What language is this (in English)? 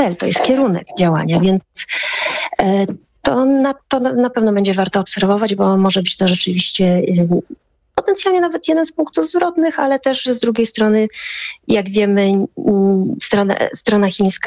Polish